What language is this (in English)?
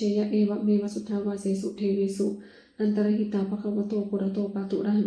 Pali